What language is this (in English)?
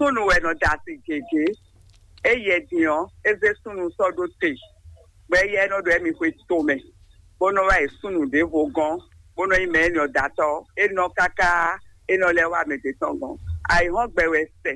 Fon